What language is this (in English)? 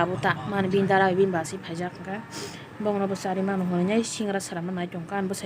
Kok Borok